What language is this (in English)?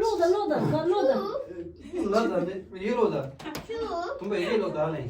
Tibetan